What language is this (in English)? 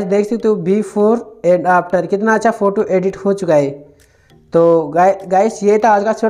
Hindi